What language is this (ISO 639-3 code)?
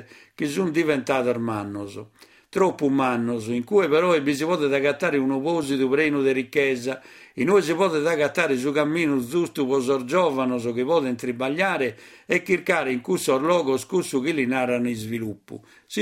srd